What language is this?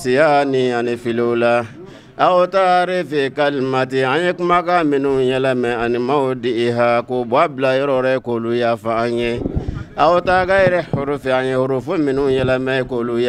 Bambara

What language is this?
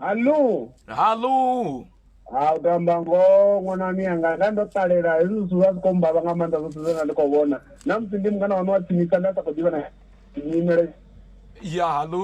Venda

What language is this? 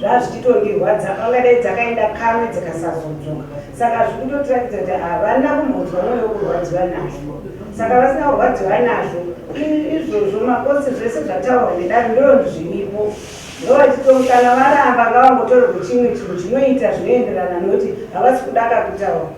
Shona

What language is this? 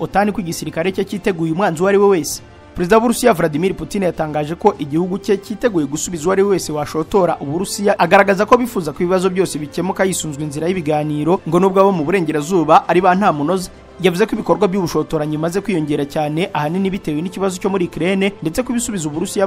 Kinyarwanda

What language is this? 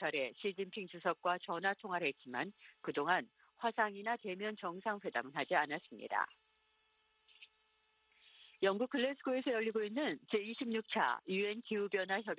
Korean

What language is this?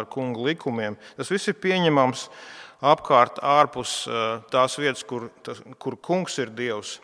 Latvian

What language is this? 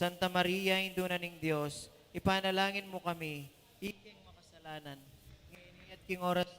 Pampanga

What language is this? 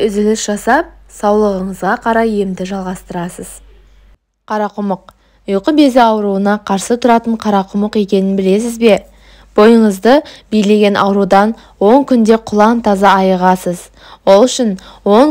Kazakh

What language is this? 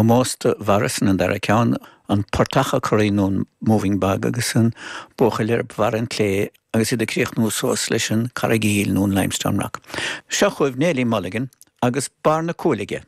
Irish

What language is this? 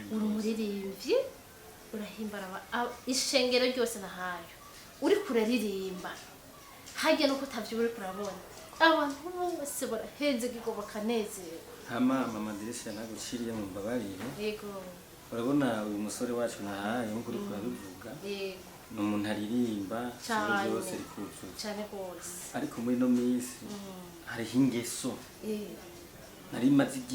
Rundi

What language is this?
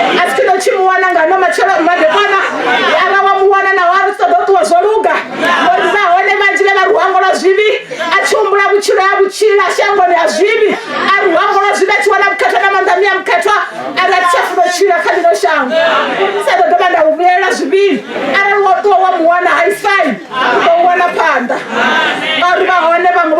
Venda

